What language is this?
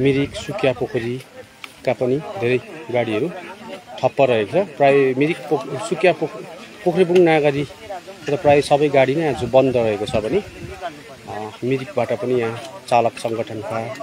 Nepali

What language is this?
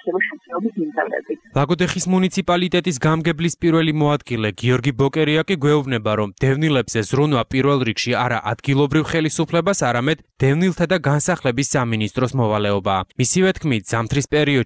Georgian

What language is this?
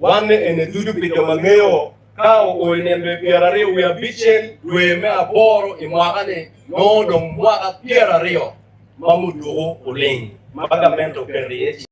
Acoli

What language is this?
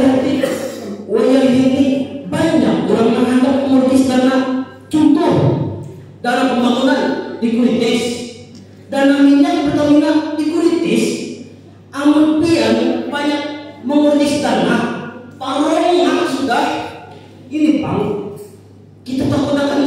Banjar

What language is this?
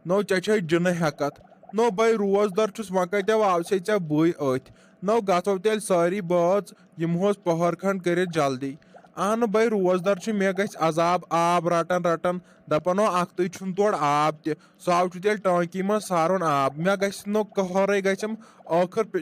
Kashmiri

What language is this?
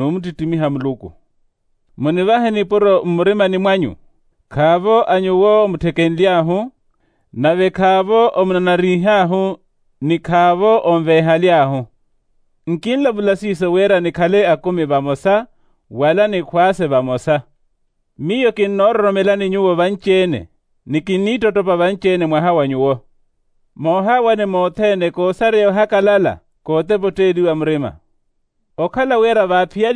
Makhuwa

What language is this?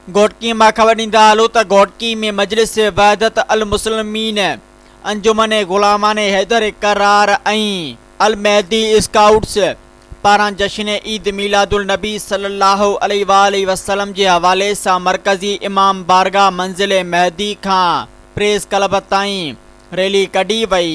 Sindhi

